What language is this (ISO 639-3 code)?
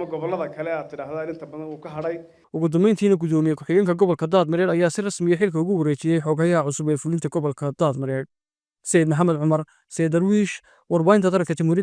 som